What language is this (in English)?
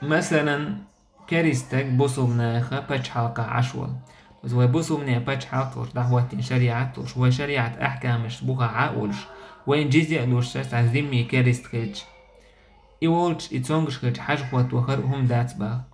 Chechen